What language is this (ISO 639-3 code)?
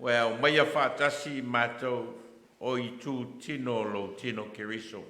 smo